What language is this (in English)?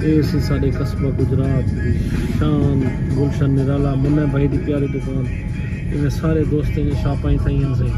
Saraiki